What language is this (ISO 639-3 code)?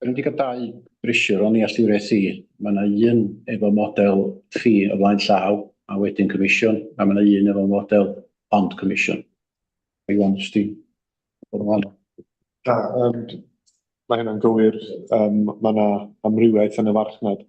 cym